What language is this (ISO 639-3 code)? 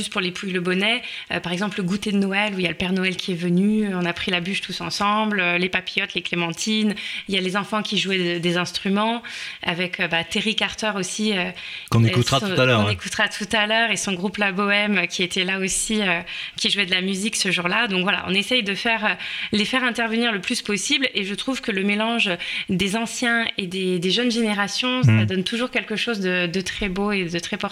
fra